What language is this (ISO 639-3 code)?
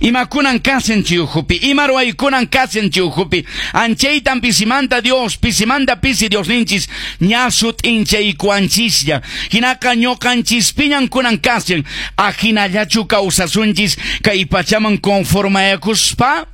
que